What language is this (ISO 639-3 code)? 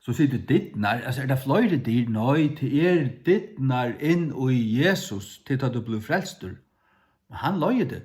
fao